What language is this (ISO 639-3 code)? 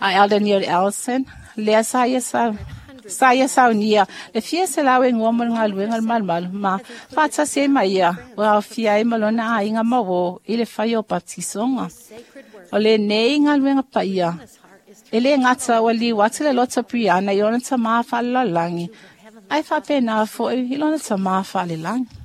smo